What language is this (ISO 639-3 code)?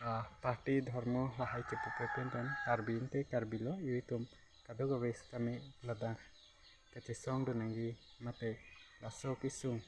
mjw